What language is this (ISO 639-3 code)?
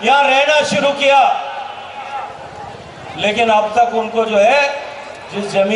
kan